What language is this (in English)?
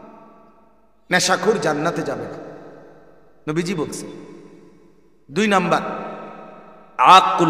Bangla